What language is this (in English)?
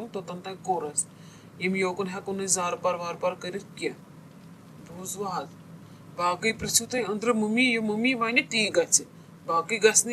Kashmiri